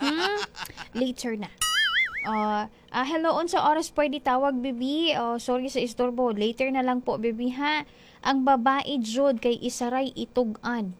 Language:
Cebuano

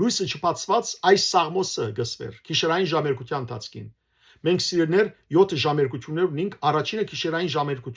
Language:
Western Armenian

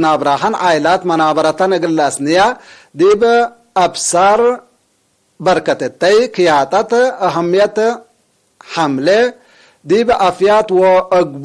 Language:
Tigre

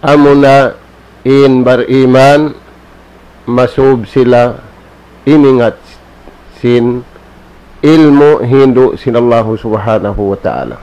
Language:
Tausug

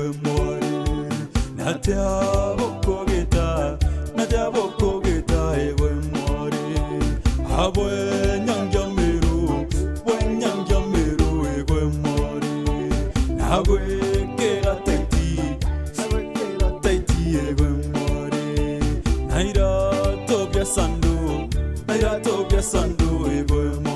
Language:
Meru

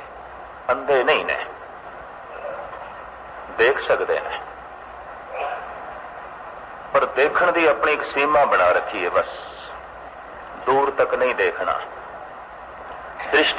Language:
Punjabi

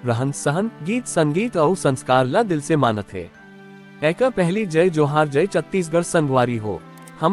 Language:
Chhattisgarhi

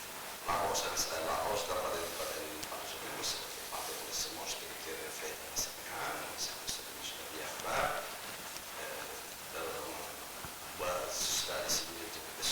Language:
Tetum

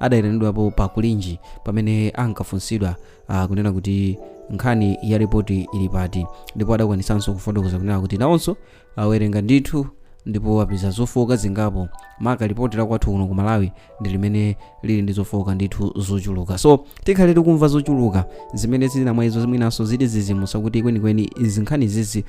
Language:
Nyanja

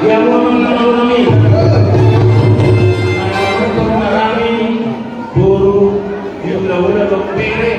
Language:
Batak Toba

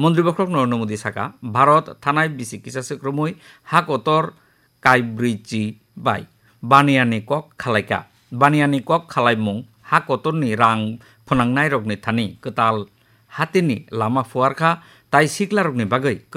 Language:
Kok Borok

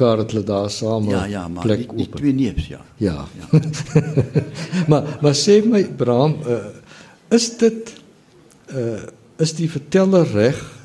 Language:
Afrikaans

